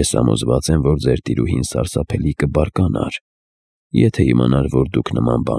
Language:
Armenian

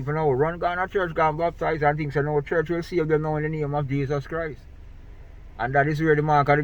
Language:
Jamaican Creole English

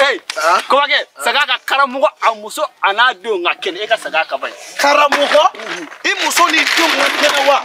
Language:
Bambara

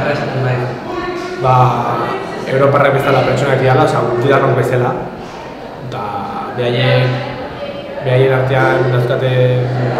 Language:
Basque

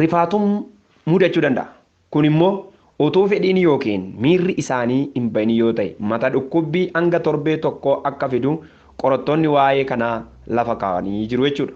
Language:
Oromo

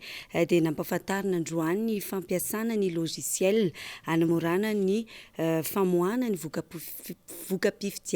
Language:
Malagasy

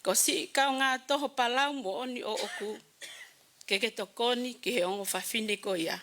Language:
Tongan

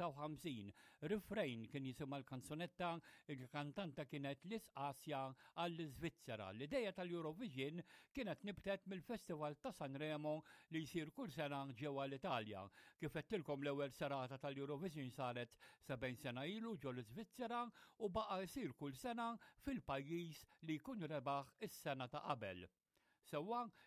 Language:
Maltese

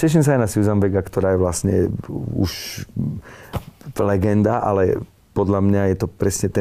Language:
Slovak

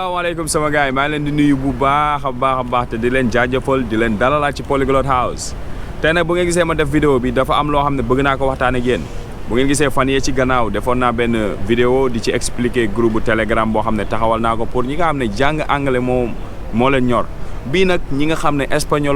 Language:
Wolof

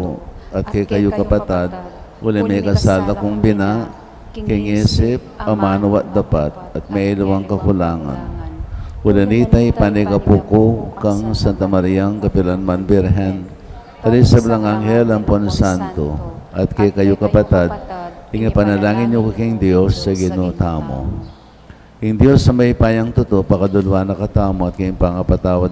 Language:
Pampanga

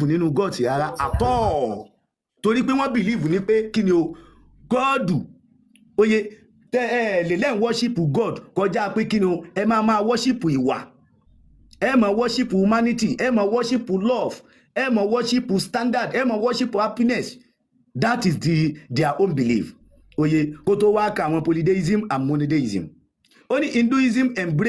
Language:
Yoruba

